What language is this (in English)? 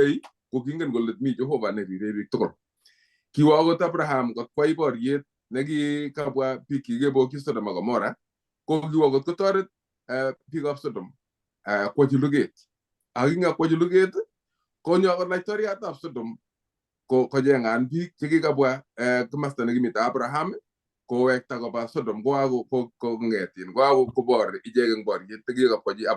Kalenjin